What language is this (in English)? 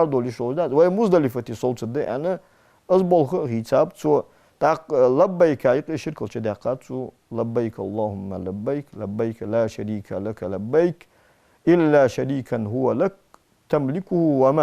Ingush